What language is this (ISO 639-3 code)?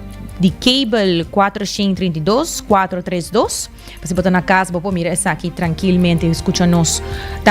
pap